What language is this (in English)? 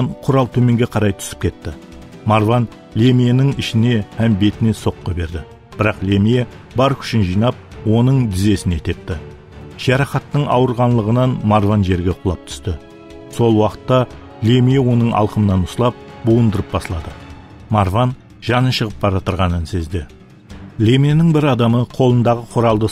Kara-Kalpak